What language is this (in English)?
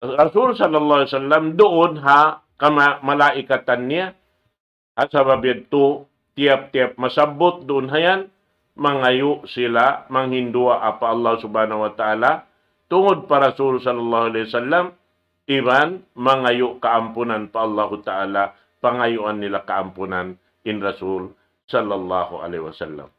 Tausug